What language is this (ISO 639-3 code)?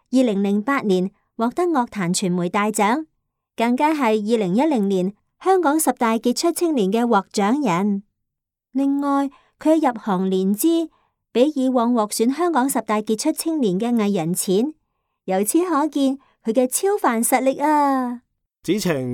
yue